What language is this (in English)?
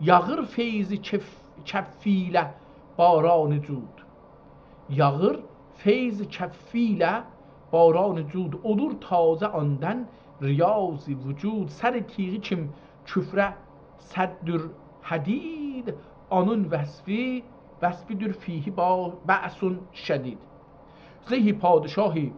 South Azerbaijani